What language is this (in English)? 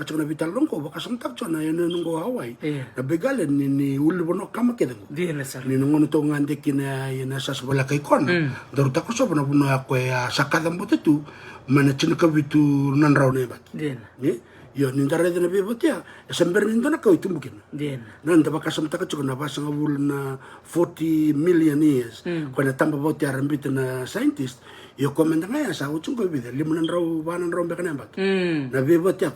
Fijian